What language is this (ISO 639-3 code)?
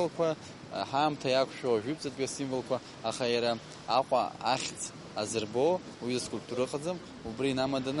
abk